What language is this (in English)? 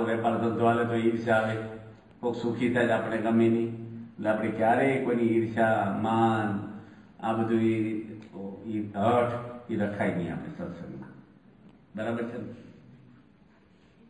Gujarati